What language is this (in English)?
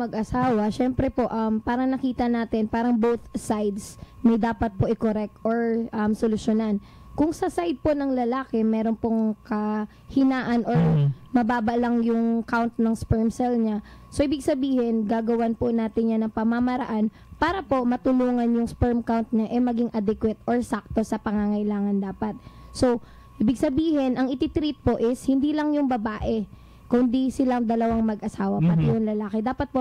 Filipino